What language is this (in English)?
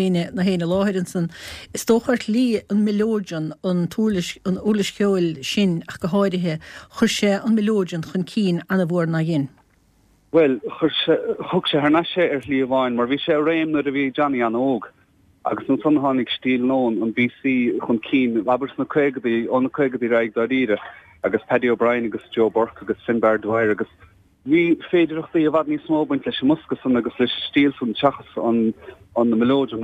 Irish